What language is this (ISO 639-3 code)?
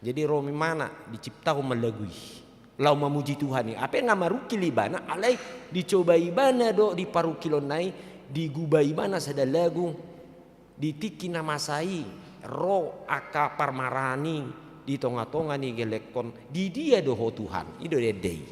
bbc